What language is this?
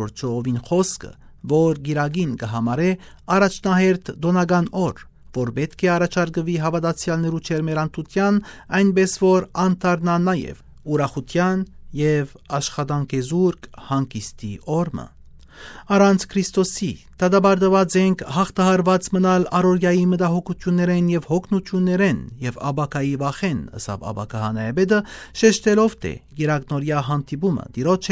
Armenian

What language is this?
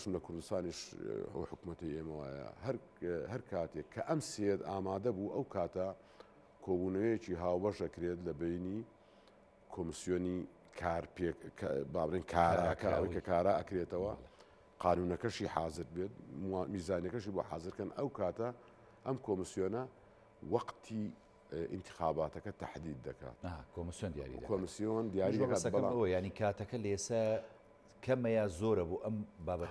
Central Kurdish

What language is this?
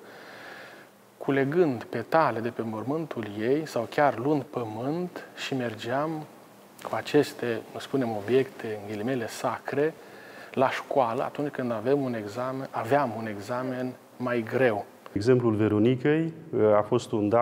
Romanian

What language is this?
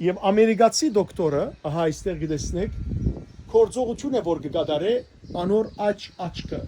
Western Armenian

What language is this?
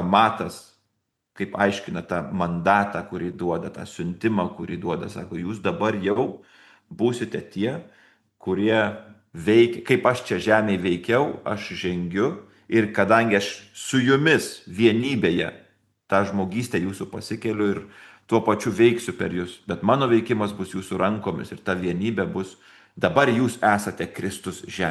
Lithuanian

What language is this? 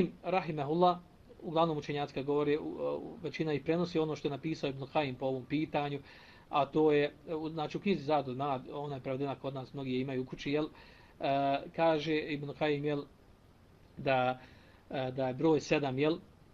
Bosnian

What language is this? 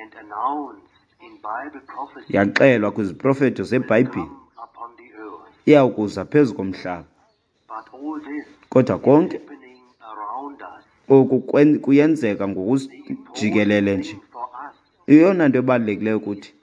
Xhosa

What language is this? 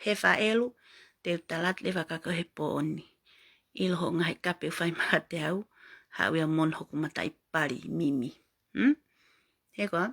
Tongan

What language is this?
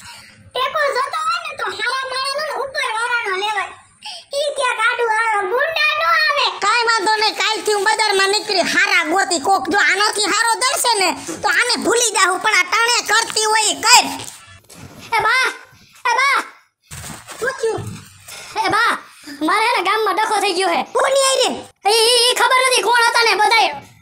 Gujarati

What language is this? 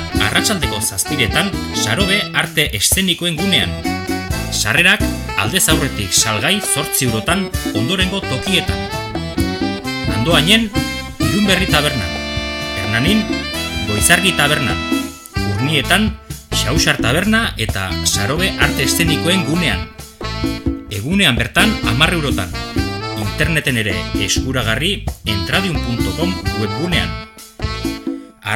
Basque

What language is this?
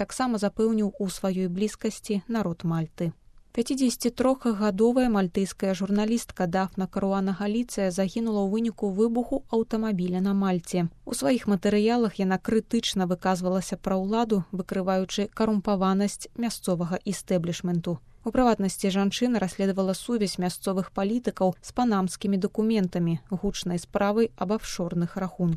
Belarusian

